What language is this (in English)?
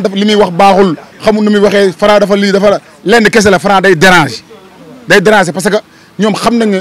Wolof